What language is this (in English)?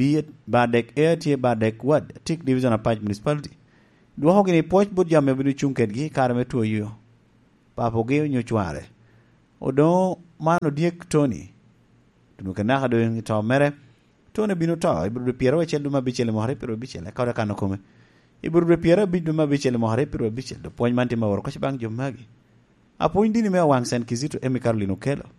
Lango (Uganda)